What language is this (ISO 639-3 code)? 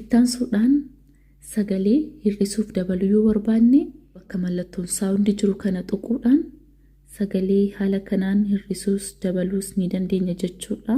orm